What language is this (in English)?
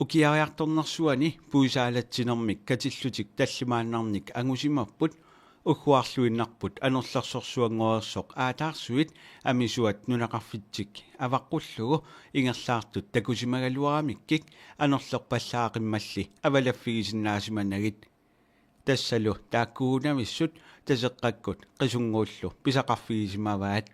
Kalaallisut